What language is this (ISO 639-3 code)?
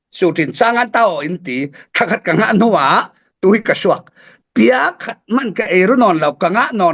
cfm